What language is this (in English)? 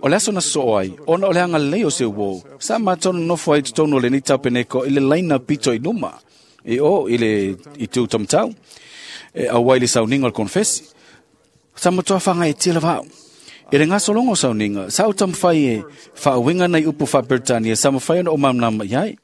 Samoan